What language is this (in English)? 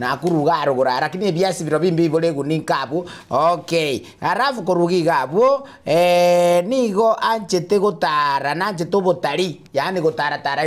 Gusii